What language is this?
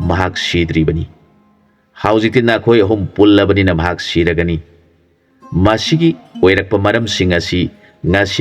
Manipuri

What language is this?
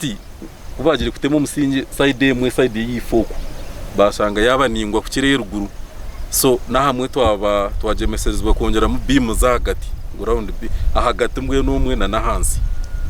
Nyankole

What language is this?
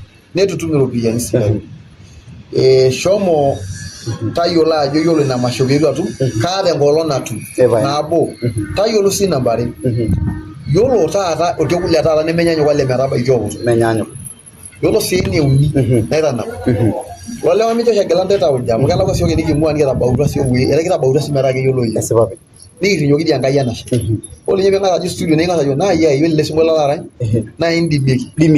Masai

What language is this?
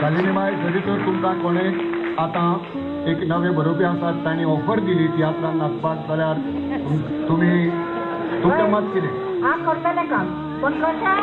Konkani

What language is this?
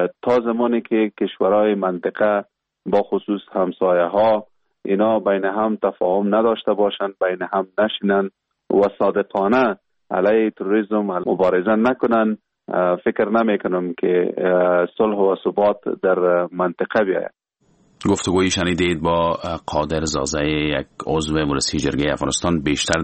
Persian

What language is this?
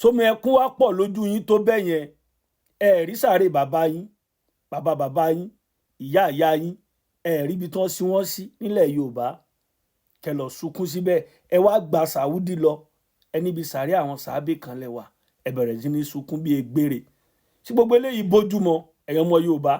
Yoruba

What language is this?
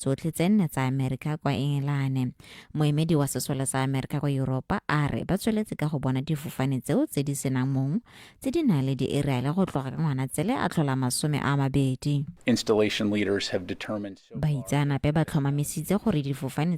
Tswana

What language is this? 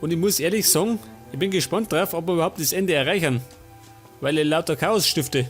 Bavarian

